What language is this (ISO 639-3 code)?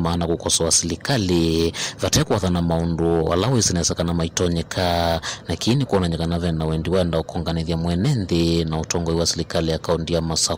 kam